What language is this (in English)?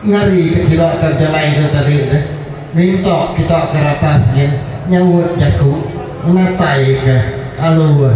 Iban